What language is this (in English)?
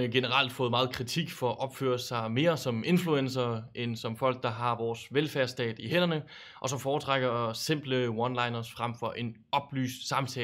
Danish